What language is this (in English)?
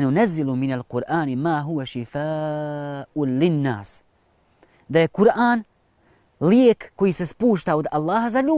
Bosnian